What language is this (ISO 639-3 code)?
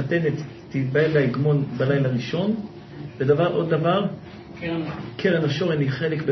heb